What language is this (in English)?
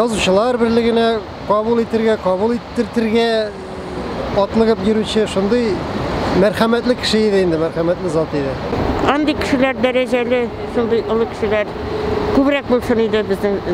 Tatar